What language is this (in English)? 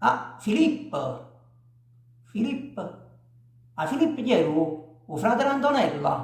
Neapolitan